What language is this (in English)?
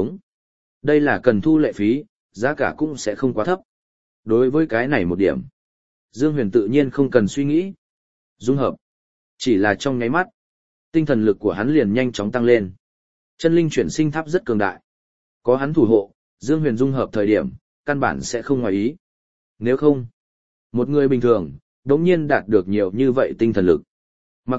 Vietnamese